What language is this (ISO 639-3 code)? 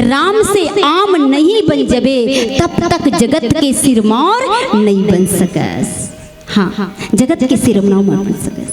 hne